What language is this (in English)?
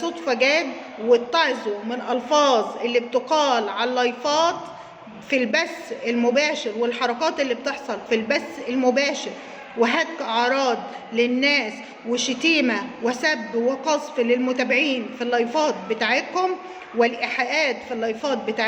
Egyptian Arabic